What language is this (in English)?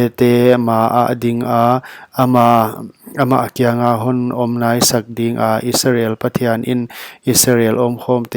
Paite Chin